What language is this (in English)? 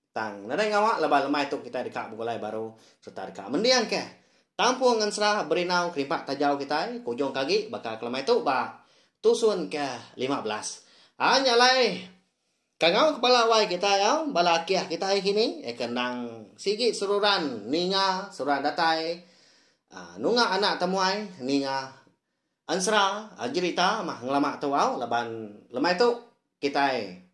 Iban